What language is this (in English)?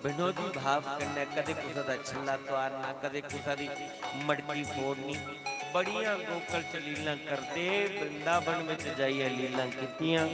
Dogri